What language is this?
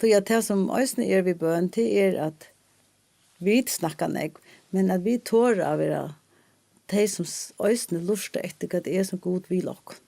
Faroese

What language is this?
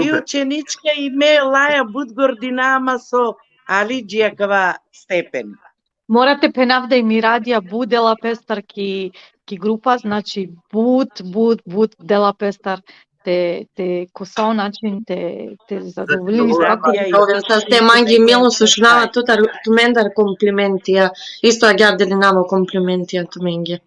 Balkan Romani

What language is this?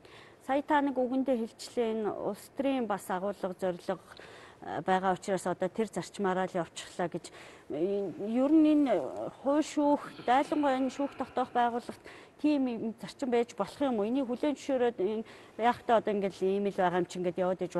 Mongolian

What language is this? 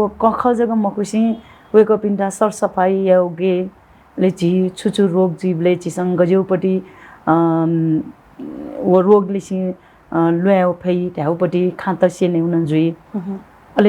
Newari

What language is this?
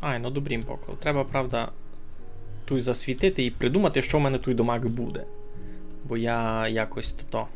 Rusyn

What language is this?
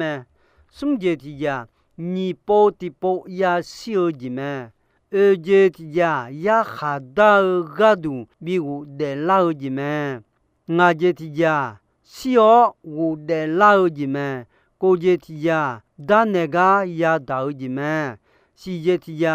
Akha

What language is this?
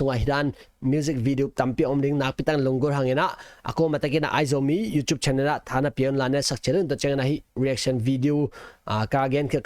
Tedim Chin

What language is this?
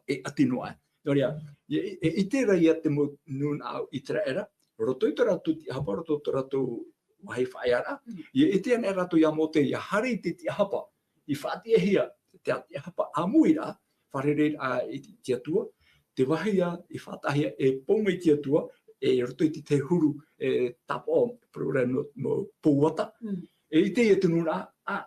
Tahitian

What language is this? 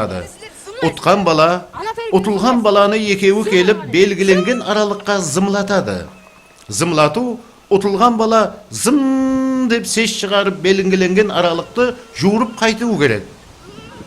Kara-Kalpak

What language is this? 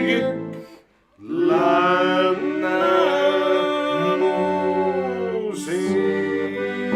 Bavarian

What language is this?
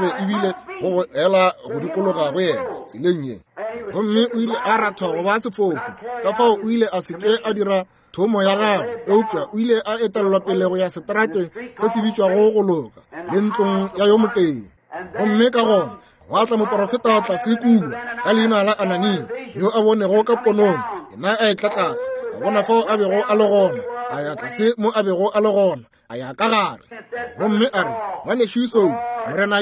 Northern Sotho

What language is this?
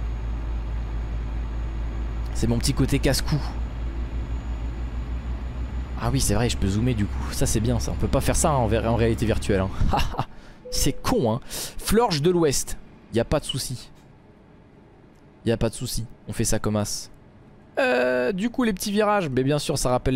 French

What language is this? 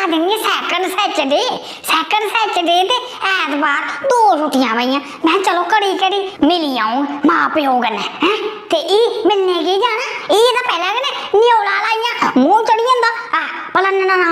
Dogri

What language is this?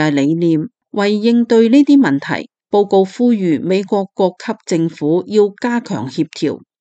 Cantonese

